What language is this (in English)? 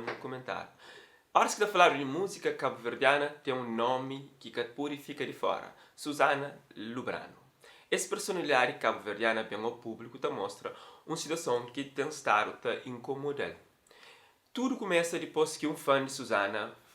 Kabuverdianu